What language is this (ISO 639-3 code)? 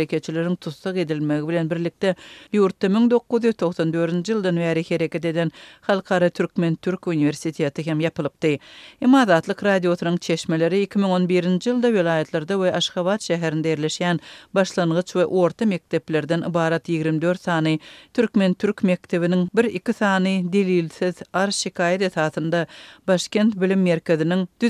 tuk